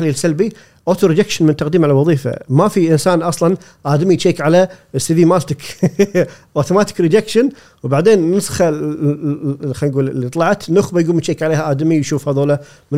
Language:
Gulf Arabic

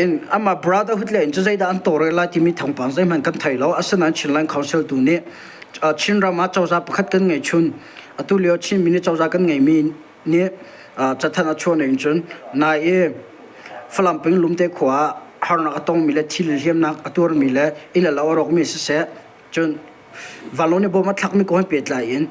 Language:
Hakha Chin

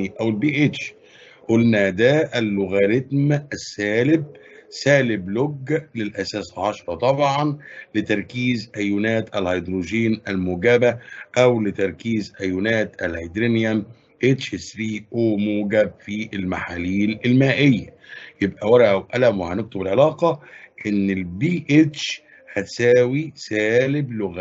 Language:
Egyptian Arabic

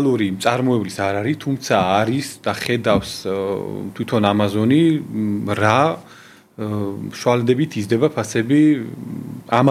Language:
Georgian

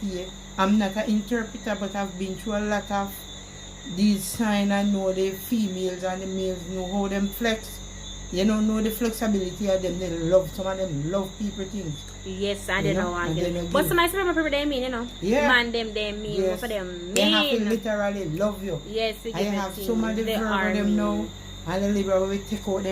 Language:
Jamaican Creole English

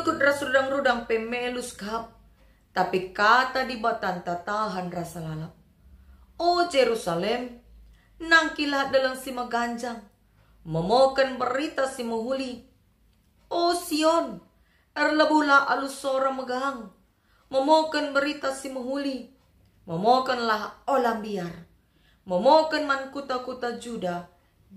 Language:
Batak Karo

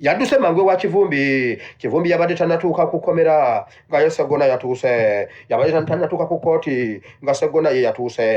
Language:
Ganda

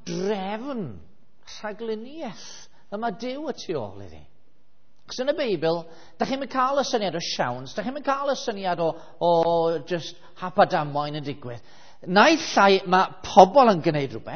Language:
Welsh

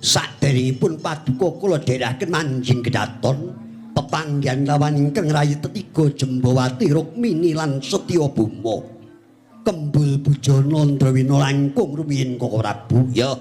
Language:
Javanese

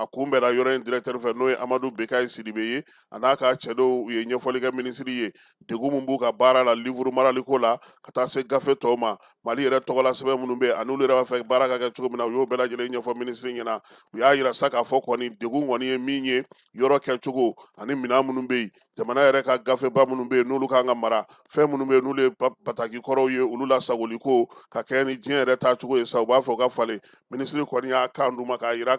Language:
Bambara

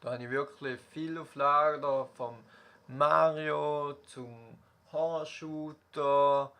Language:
Swiss German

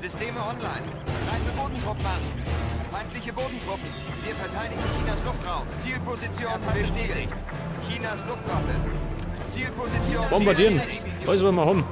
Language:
Bavarian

